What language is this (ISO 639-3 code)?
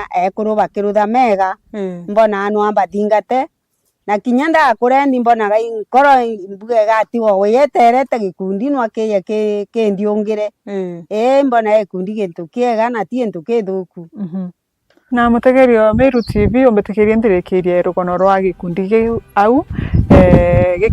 mer